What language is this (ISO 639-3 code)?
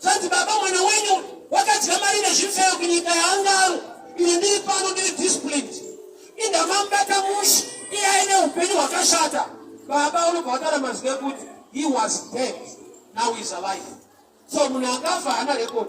sna